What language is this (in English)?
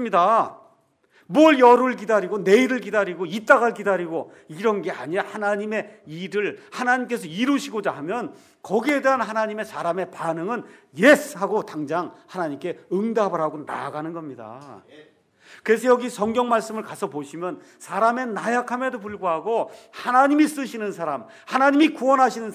Korean